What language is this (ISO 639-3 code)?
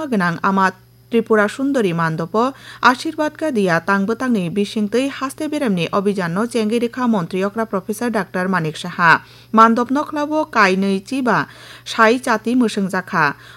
trp